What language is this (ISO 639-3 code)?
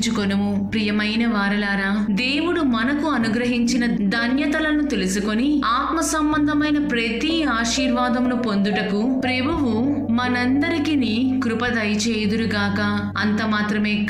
tel